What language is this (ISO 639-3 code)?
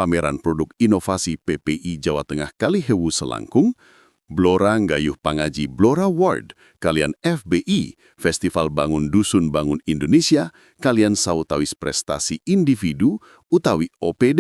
jav